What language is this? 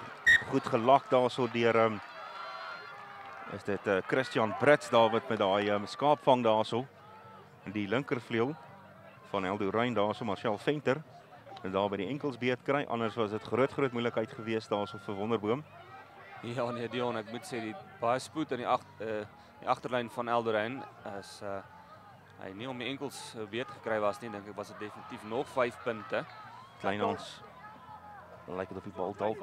Afrikaans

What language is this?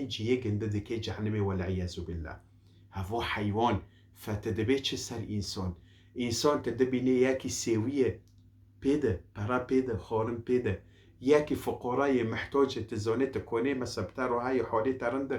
Kurdish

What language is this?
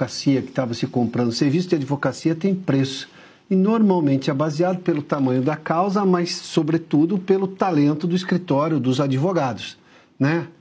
Portuguese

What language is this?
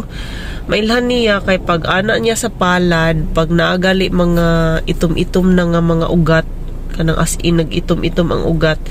Cebuano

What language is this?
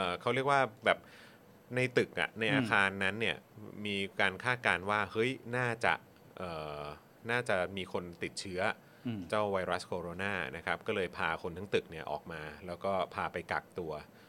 Thai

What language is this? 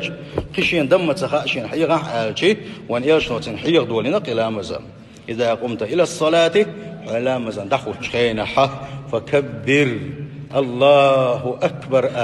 Chechen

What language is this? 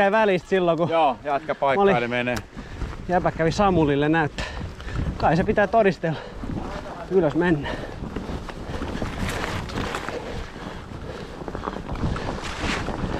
Finnish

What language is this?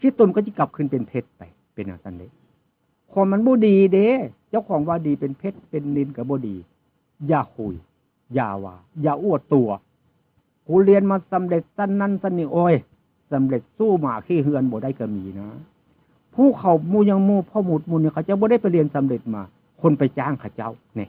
Northeastern Thai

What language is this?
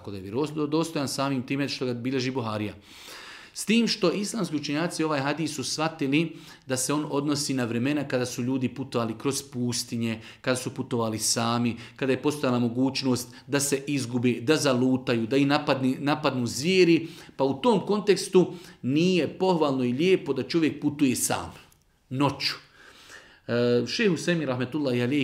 Bosnian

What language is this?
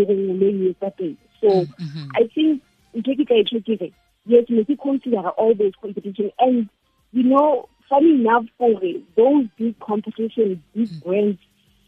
Southern Sotho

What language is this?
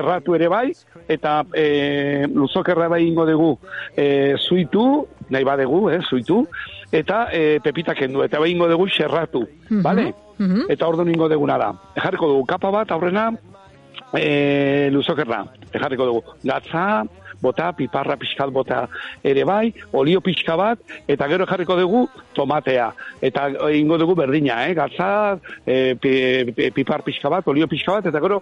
Basque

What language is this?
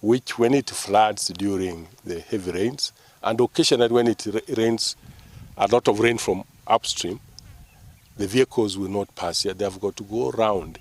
Gusii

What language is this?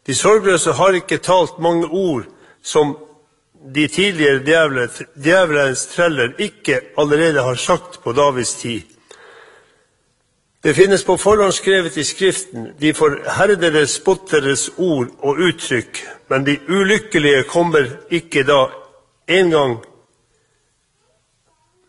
Norwegian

